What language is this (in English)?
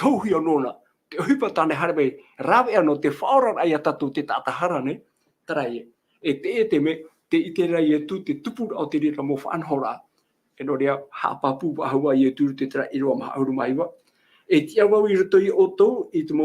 Tahitian